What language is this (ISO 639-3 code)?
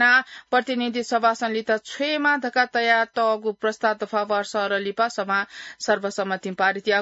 new